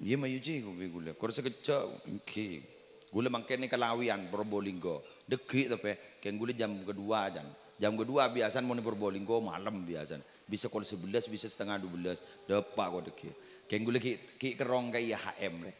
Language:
Madurese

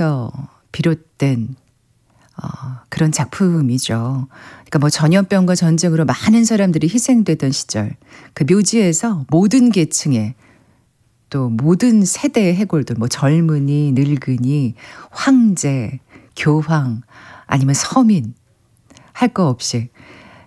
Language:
Korean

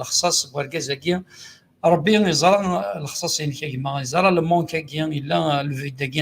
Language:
Kabyle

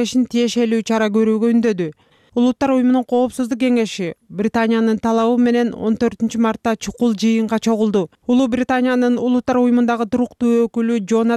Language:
Kyrgyz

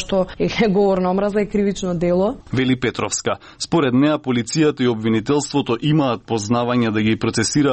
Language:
Macedonian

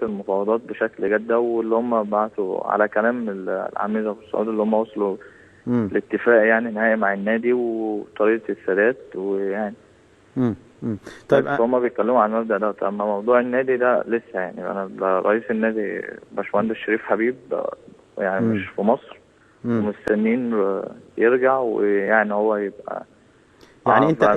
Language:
Egyptian Arabic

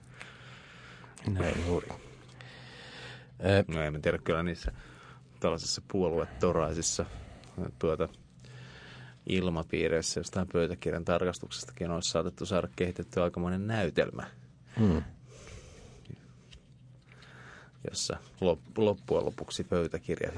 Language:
Finnish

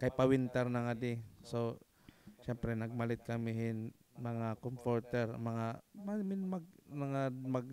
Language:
Waray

